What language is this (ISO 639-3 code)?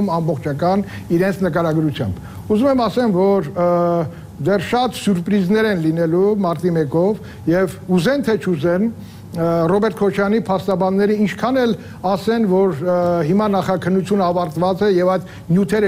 hye